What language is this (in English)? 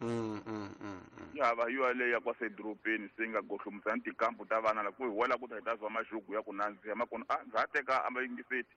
Tsonga